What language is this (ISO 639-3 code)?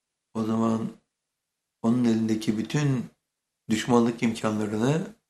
tur